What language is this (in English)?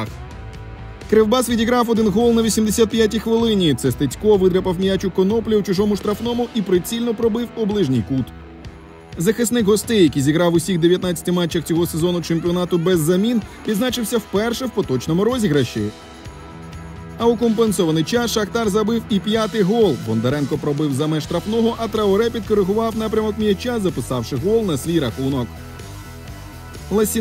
Ukrainian